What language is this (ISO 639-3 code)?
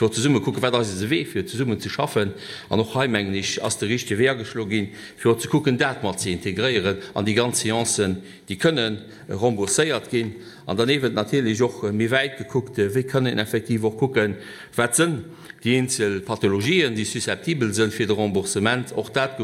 ltz